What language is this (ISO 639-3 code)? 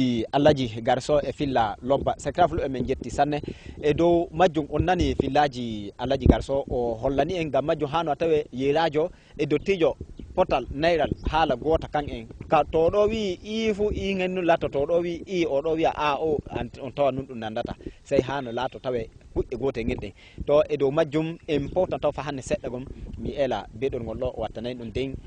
ful